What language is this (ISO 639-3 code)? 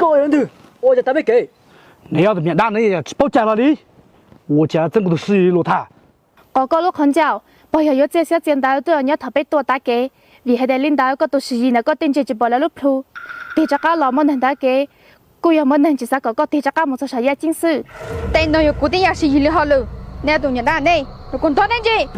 hmn